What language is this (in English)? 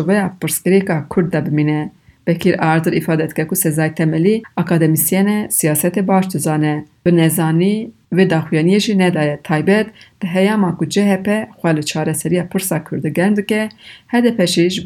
Kurdish